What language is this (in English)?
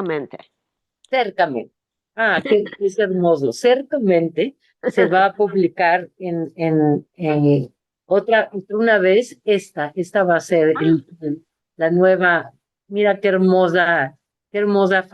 Ladino